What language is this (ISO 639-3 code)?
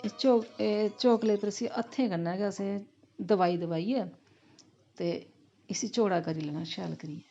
doi